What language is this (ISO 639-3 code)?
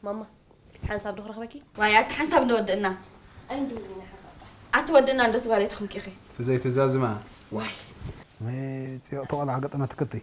tir